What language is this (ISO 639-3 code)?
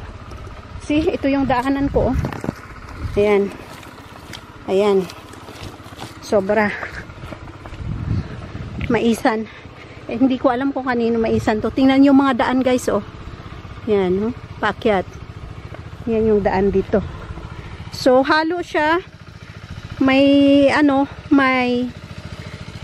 fil